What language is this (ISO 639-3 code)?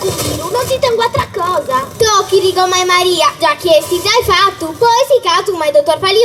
srd